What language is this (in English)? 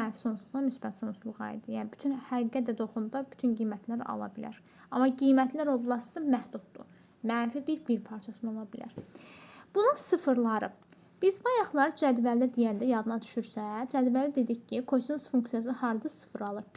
Azerbaijani